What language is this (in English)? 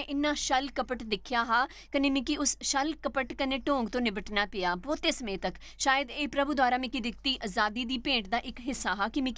Dogri